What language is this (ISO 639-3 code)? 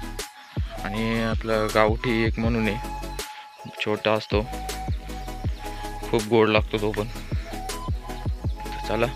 mar